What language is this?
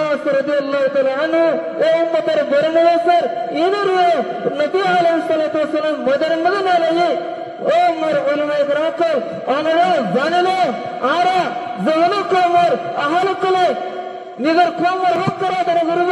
Rohingya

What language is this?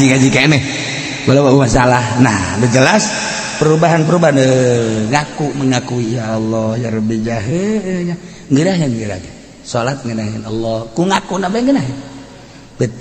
Sundanese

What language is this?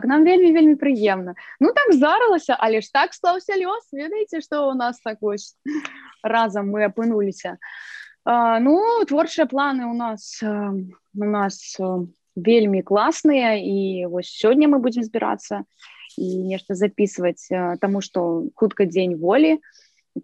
Belarusian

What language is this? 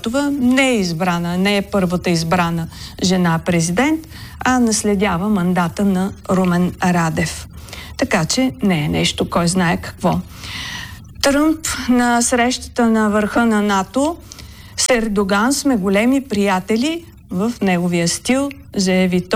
Bulgarian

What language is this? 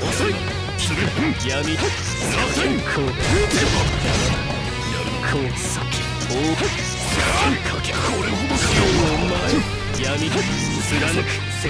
Japanese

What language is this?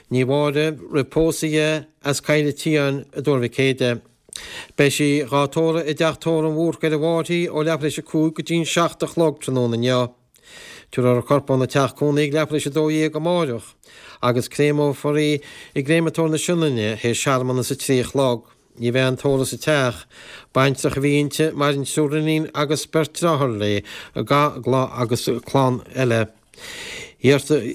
Irish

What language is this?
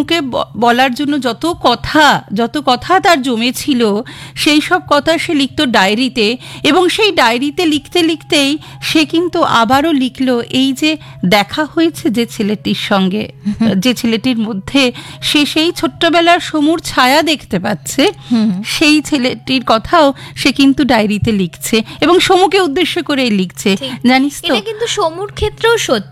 Bangla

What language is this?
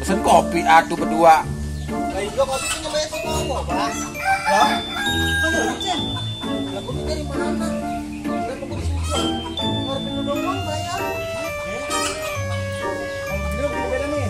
Betawi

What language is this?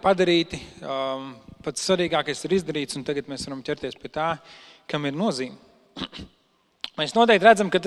Latvian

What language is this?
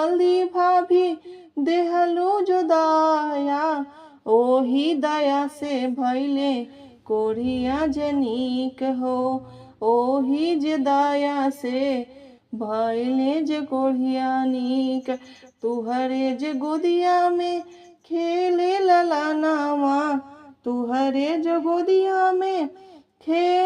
Bhojpuri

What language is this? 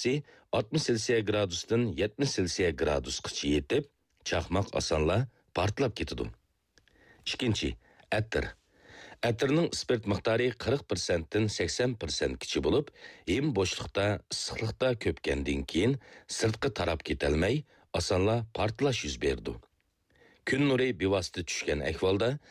Uyghur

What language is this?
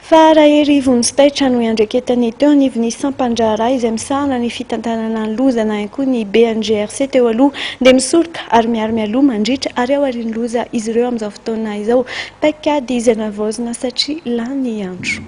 Malagasy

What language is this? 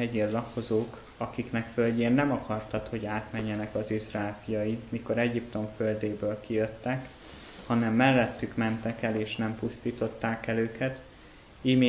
Hungarian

